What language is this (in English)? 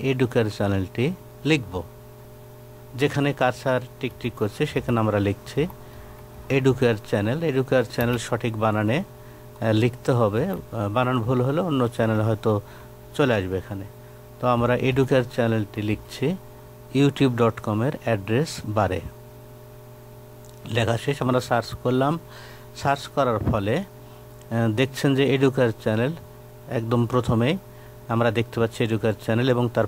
Bangla